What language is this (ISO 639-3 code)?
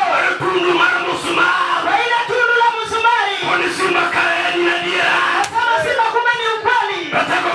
luo